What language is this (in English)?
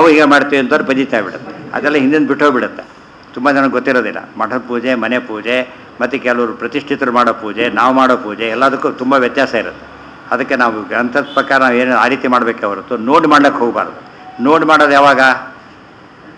Kannada